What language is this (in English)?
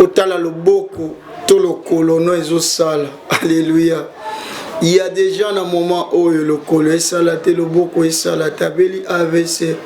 Lingala